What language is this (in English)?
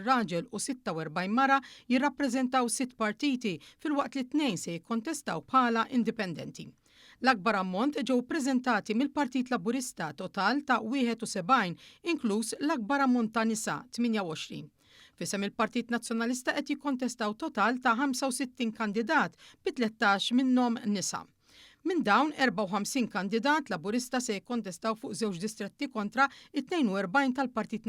Maltese